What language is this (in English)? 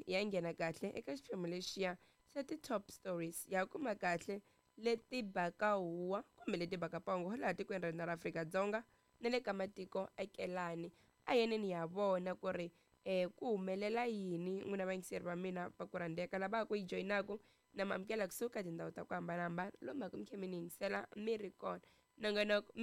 Tsonga